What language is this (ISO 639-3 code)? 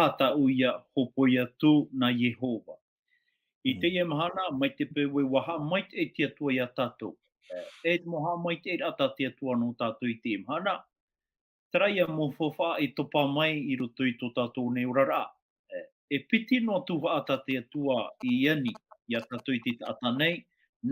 tah